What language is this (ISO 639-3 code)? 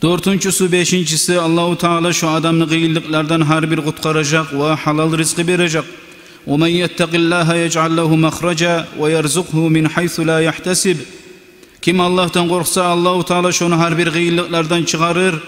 kum